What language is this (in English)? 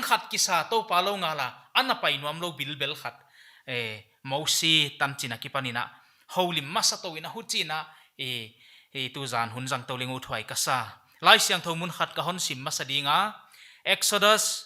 Paite Chin